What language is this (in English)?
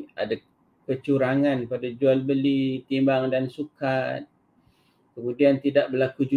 Malay